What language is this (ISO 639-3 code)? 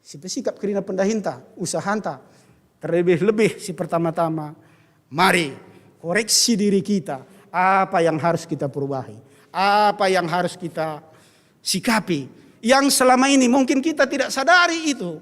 btx